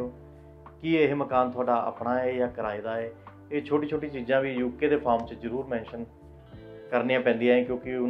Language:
Punjabi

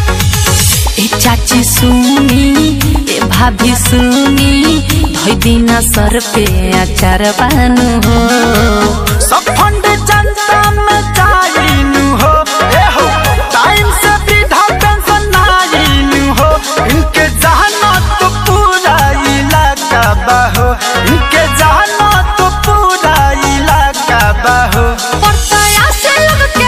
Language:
Bhojpuri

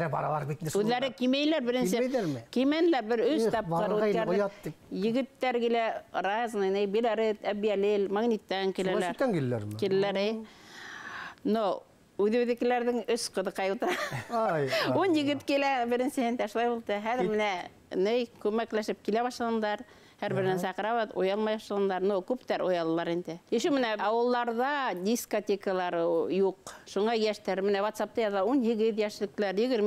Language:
Bashkir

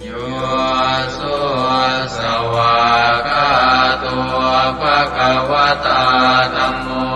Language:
Pali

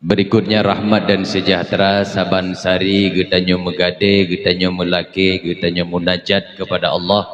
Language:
Achinese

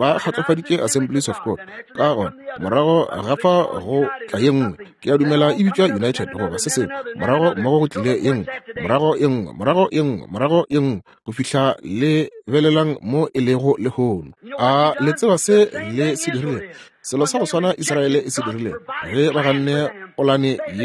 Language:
Northern Sotho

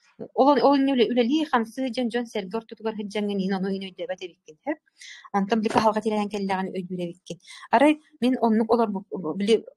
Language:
Yakut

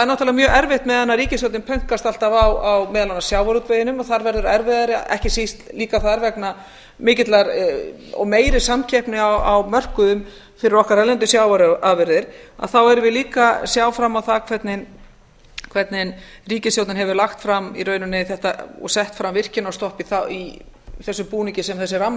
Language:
Icelandic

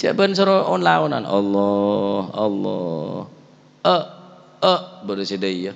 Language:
Madurese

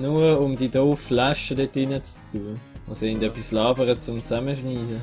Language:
Swiss German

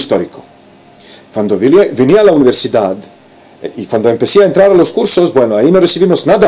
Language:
Ladino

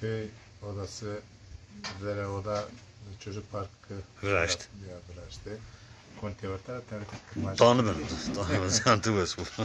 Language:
Zaza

